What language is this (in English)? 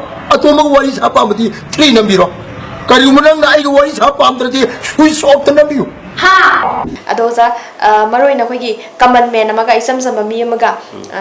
Manipuri